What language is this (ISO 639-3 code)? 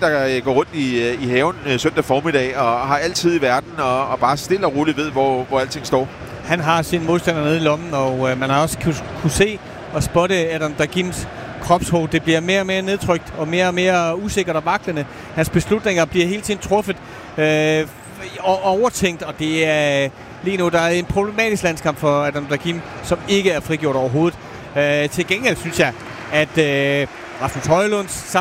dan